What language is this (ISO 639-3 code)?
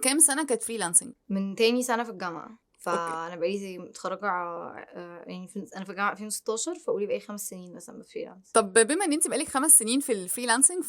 arz